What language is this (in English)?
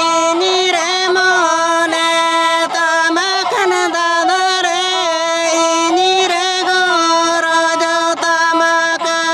Santali